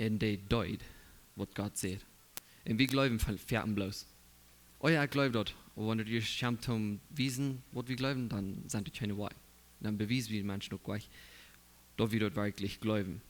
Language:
Plautdietsch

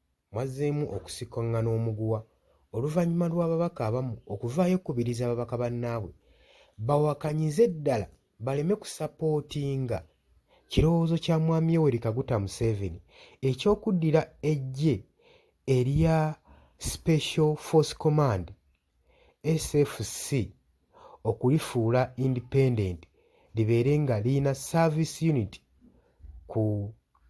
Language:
Ganda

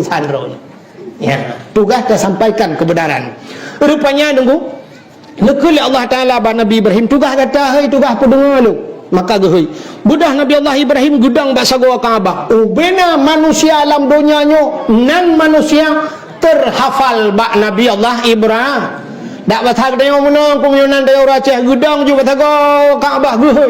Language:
Achinese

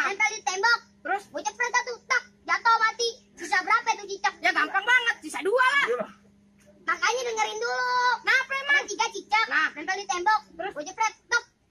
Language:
Betawi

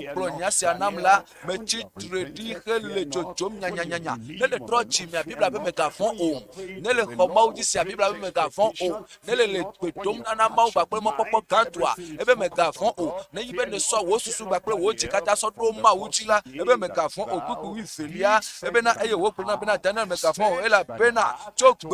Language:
Ewe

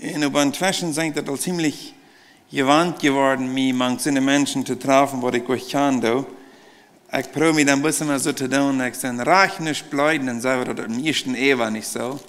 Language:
Plautdietsch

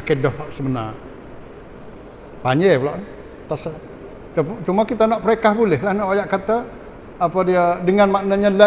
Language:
Malay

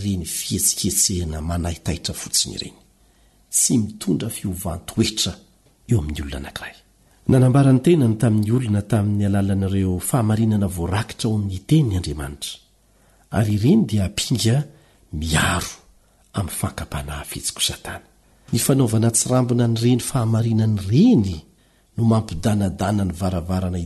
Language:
Malagasy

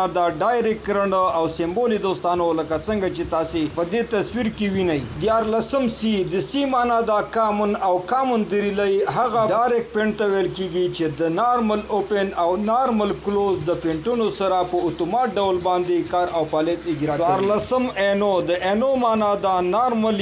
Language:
Pashto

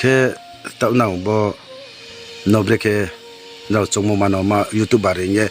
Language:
Riang (India)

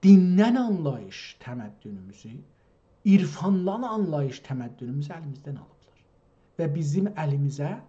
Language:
South Azerbaijani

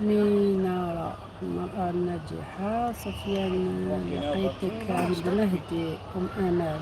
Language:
Algerian Arabic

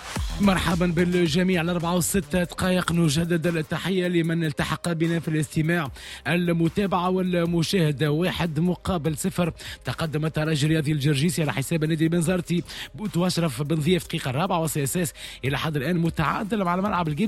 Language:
Tunisian Arabic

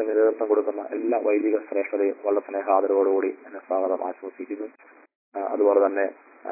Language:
Malayalam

